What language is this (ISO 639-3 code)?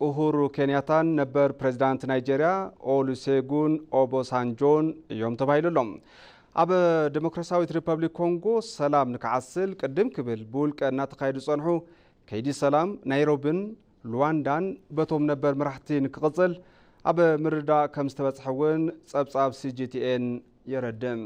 tir